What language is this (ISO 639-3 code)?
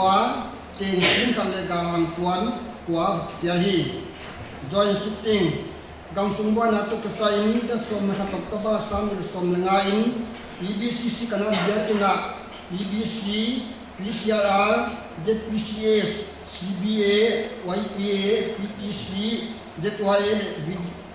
pck